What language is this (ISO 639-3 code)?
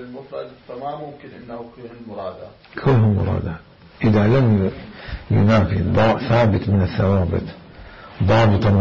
acm